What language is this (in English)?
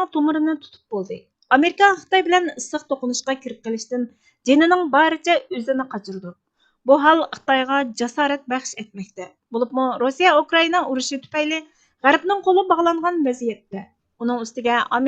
Uyghur